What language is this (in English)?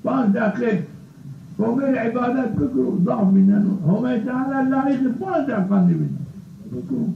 Zaza